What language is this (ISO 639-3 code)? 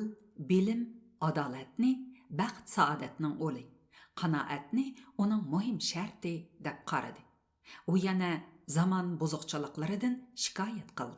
uig